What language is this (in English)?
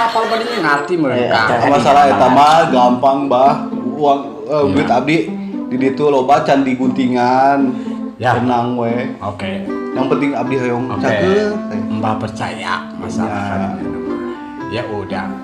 Sundanese